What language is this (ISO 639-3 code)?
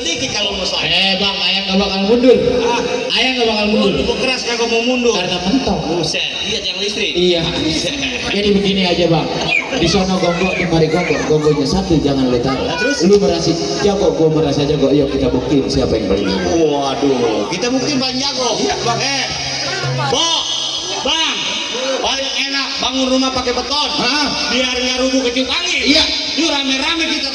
bew